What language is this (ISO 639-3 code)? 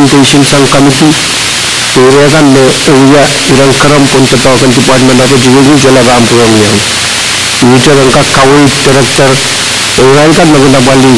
pon